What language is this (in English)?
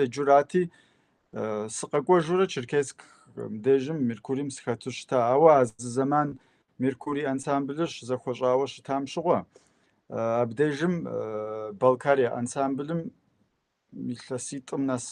Kabardian